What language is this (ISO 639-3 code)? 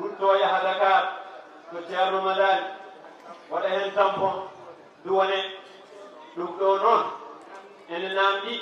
ful